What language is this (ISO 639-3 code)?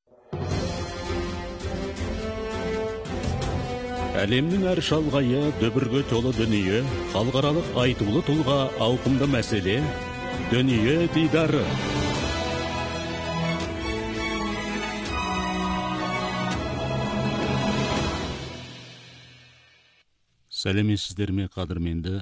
kaz